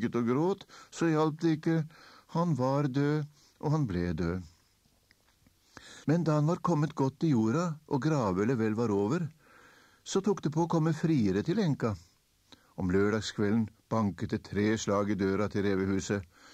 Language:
Norwegian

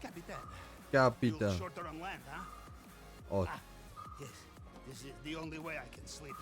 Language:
Bavarian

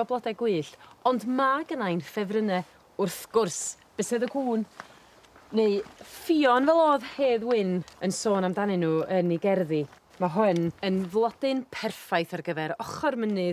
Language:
Welsh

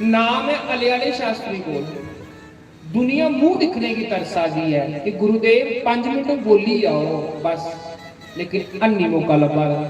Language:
Dogri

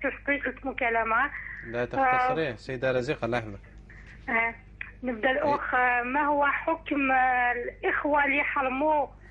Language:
Algerian Arabic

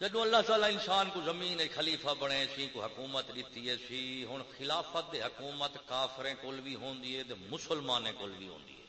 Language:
Saraiki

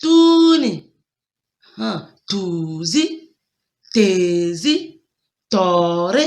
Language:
Tem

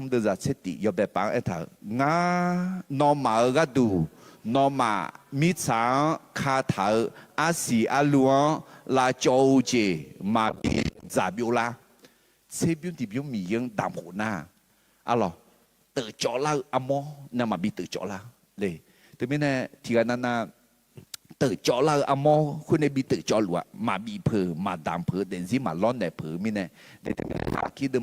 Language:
Akha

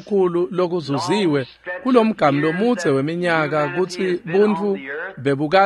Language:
Swati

